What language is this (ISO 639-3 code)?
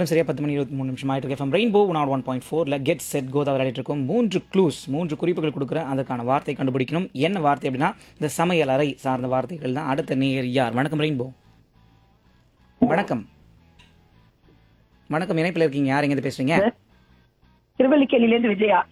tam